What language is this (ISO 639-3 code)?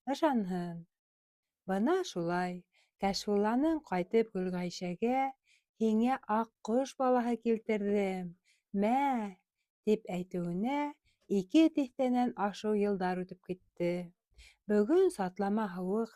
bak